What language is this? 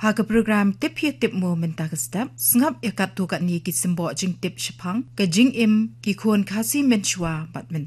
Khasi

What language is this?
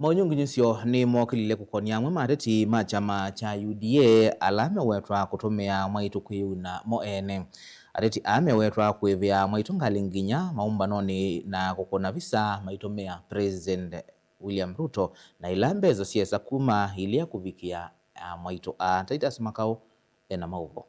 Kamba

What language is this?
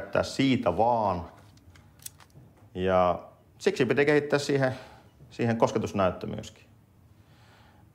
Finnish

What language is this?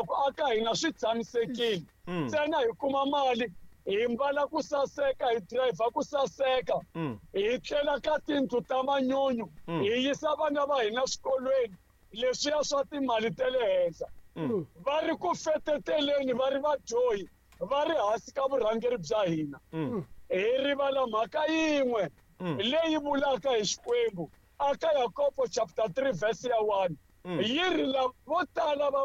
Tsonga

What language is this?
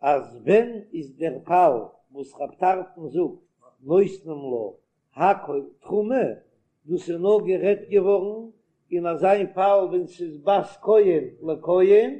Yiddish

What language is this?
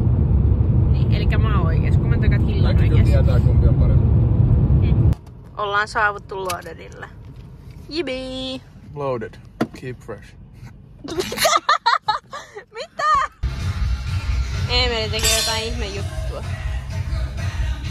Finnish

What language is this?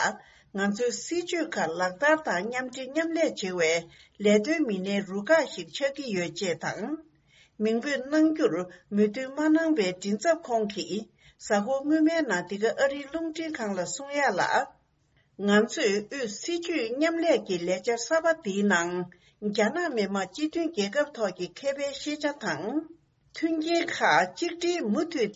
Tibetan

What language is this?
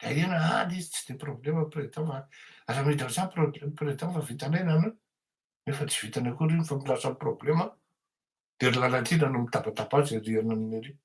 Malagasy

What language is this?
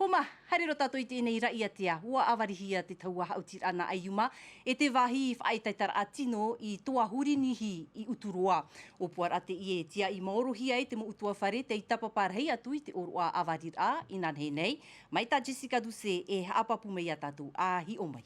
Tahitian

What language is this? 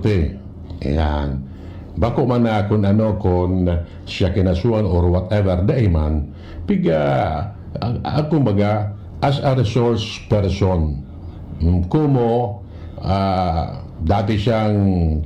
Bikol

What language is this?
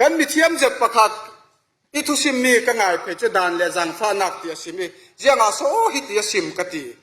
Falam Chin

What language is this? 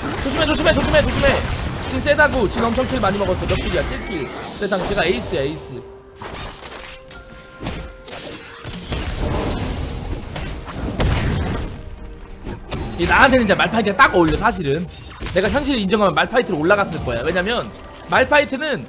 Korean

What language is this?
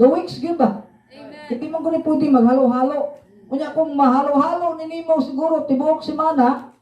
Cebuano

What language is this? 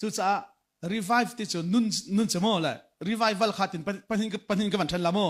Hakha Chin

